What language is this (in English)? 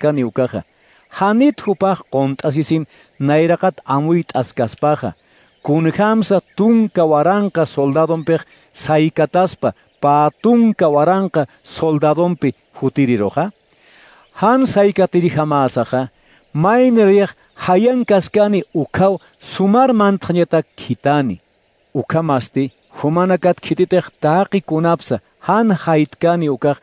Aymara